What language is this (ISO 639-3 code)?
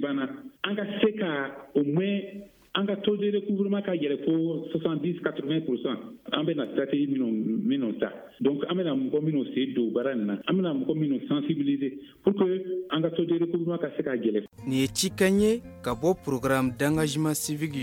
bam